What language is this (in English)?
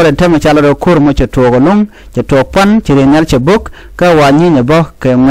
Nuer